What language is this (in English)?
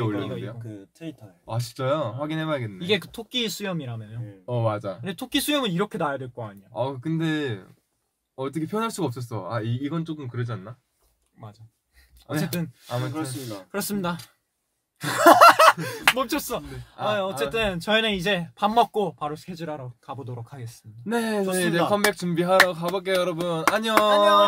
Korean